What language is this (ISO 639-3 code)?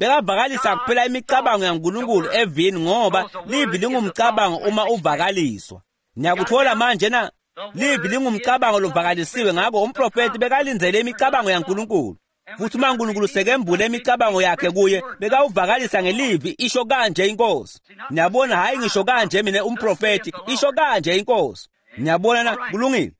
ssw